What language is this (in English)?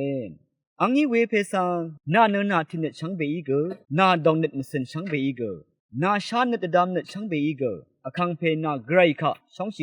Rawang